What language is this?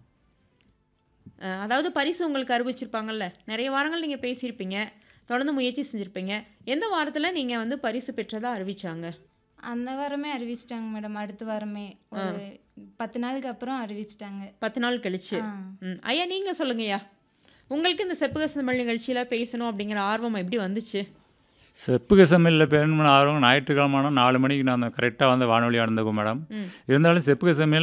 Tamil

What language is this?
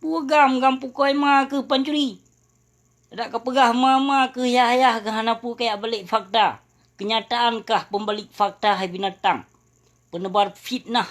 Achinese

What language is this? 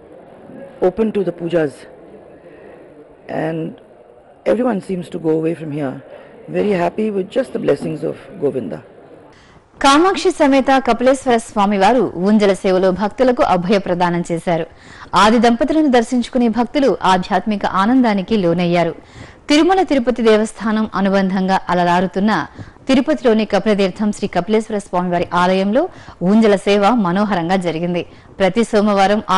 Telugu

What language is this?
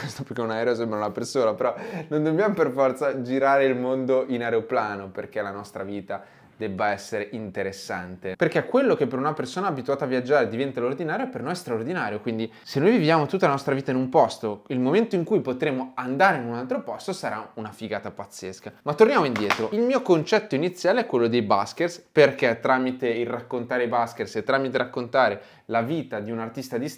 Italian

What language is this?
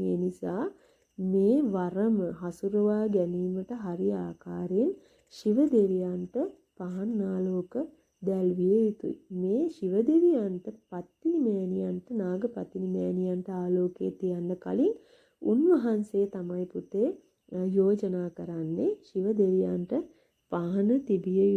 Sinhala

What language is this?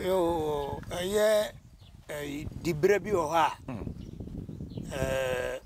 Akan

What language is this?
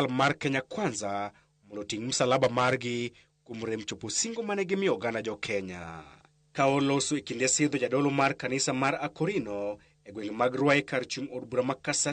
Luo (Kenya and Tanzania)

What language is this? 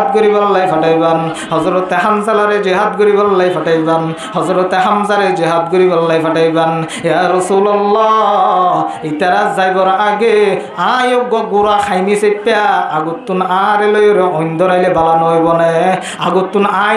Rohingya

